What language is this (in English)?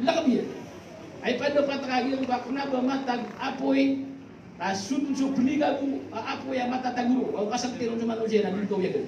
Maranao